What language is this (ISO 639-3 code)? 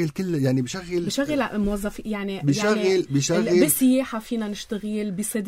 apc